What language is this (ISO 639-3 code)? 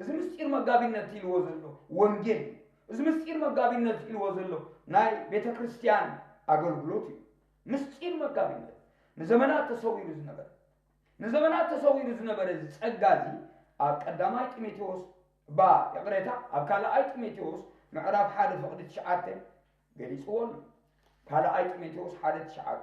tir